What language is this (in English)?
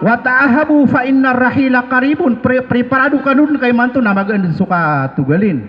Maranao